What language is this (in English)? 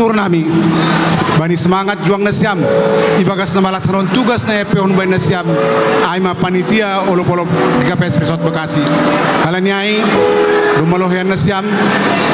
Batak Simalungun